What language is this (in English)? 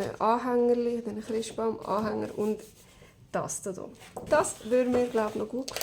Swiss German